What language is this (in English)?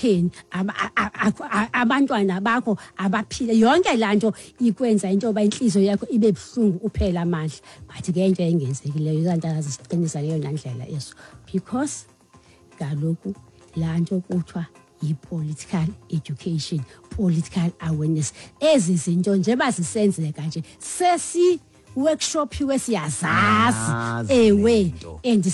Xhosa